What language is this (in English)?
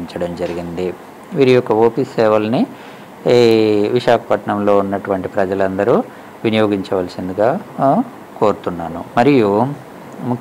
Telugu